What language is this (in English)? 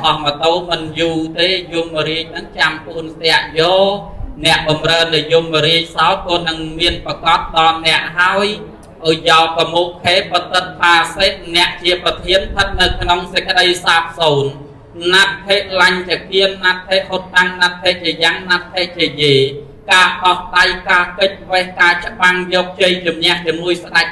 Khmer